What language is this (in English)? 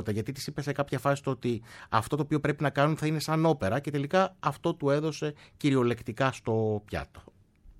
Greek